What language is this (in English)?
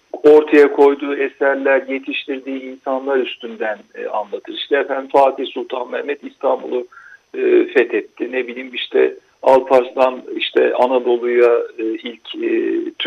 Turkish